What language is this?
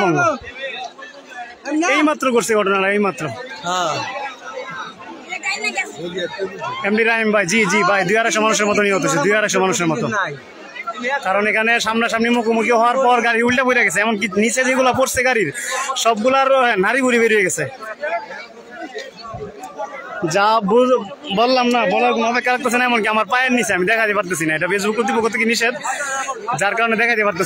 Bangla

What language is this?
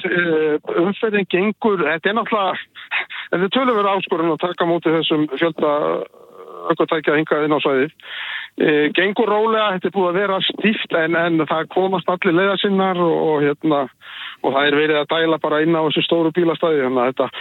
Icelandic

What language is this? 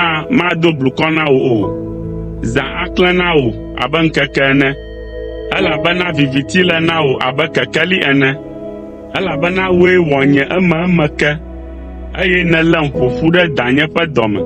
Ewe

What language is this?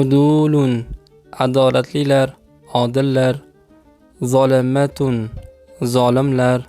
Uzbek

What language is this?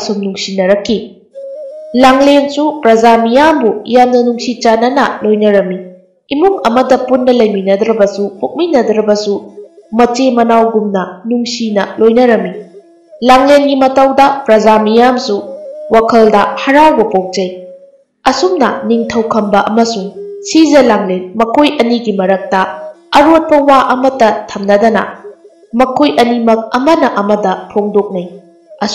Manipuri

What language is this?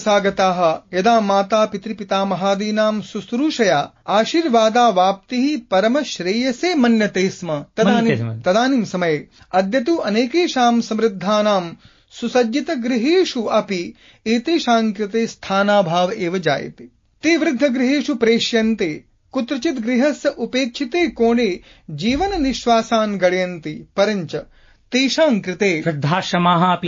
Sanskrit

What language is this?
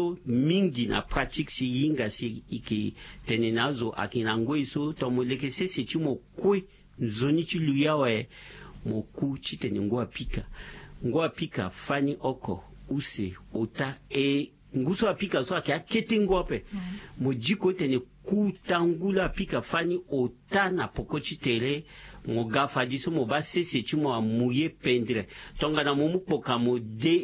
Sango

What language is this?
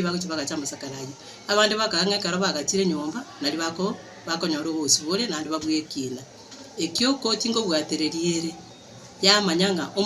Gusii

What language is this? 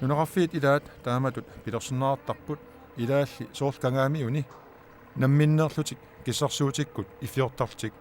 Kalaallisut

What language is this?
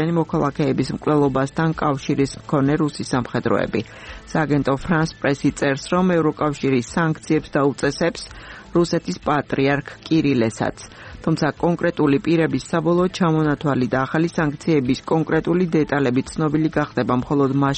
Georgian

